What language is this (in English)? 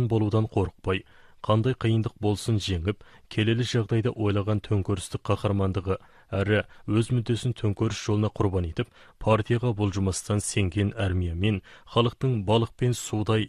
Kazakh